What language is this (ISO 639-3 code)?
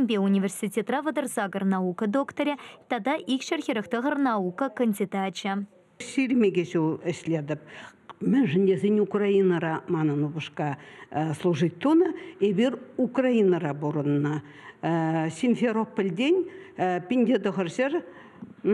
chv